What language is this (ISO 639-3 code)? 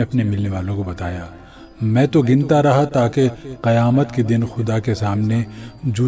urd